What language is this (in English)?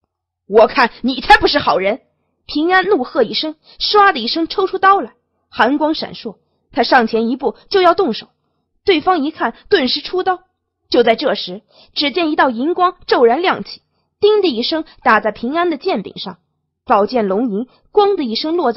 Chinese